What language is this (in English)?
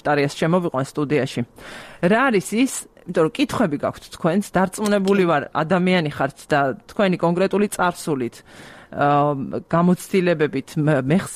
Georgian